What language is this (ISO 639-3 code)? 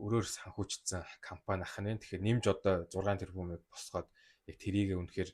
mon